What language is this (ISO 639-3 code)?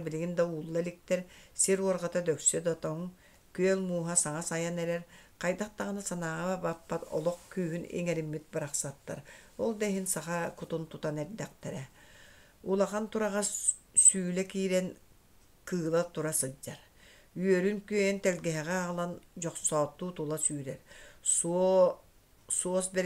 sah